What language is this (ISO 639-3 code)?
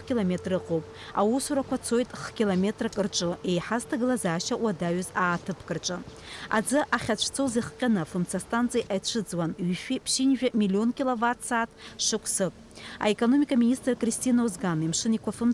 abk